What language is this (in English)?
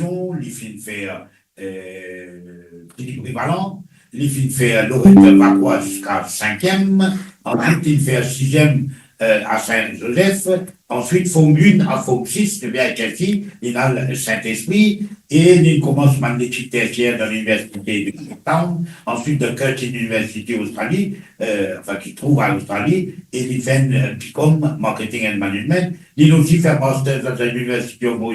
Morisyen